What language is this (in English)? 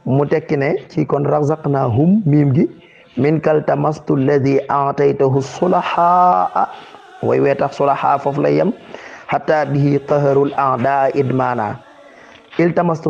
Wolof